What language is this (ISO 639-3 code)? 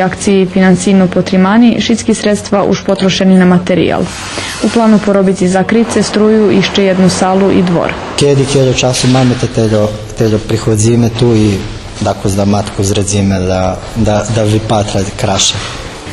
rue